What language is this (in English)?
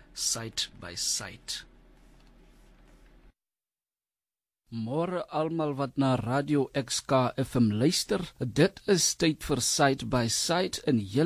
Afrikaans